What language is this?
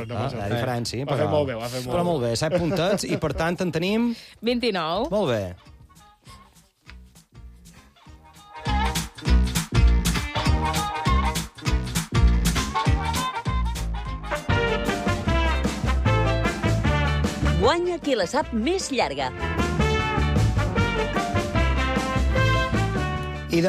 Catalan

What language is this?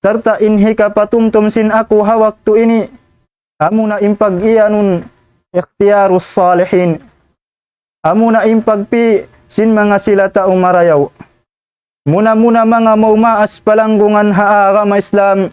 Tausug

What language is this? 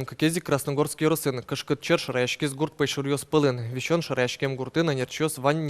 Udmurt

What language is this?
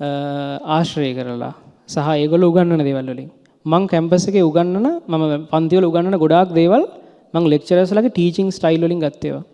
Sinhala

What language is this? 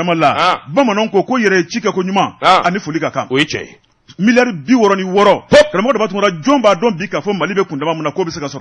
Bambara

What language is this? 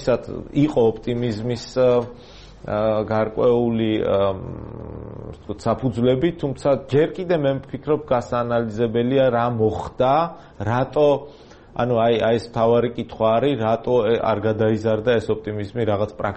Georgian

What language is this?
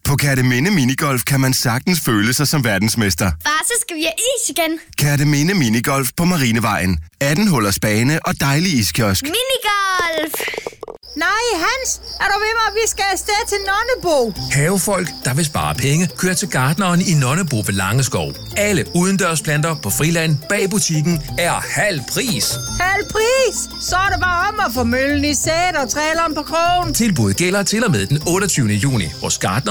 Danish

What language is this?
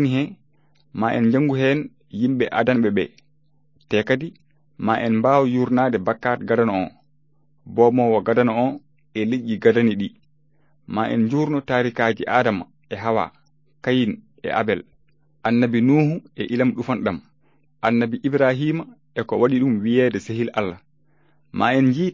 Fula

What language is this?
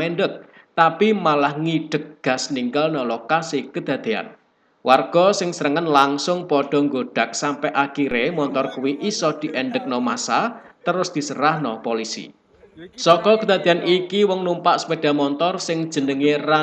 Javanese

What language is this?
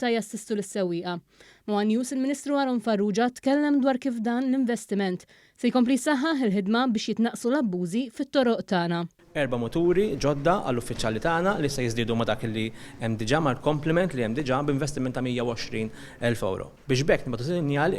Maltese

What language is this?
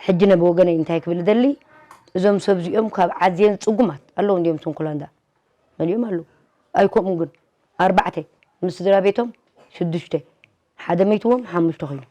Tigrinya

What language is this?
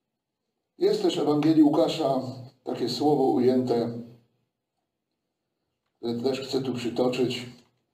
Polish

